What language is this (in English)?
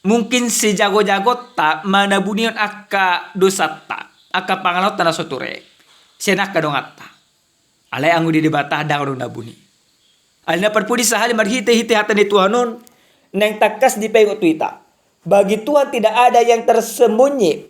Batak Toba